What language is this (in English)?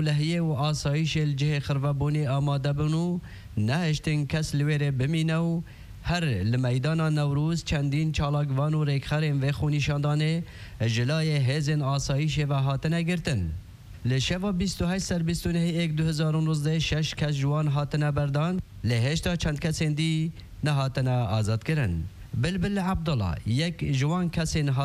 Kurdish